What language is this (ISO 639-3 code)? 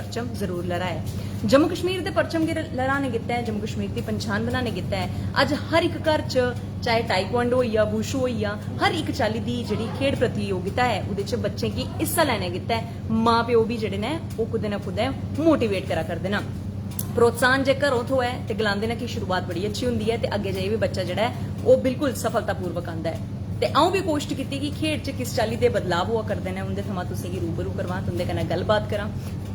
doi